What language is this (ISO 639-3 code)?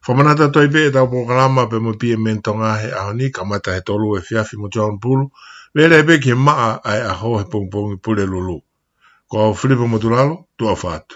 ton